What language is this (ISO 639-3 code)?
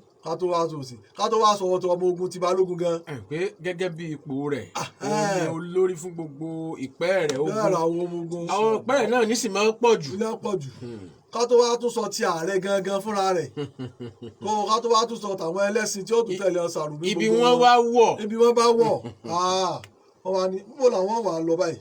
yor